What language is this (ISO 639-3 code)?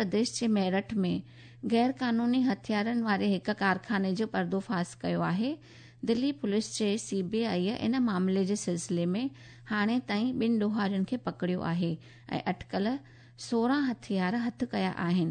snd